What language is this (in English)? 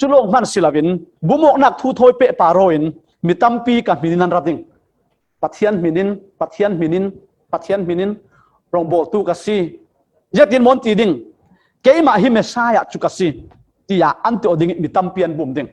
Falam Chin